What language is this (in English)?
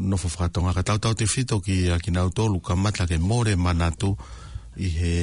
Tongan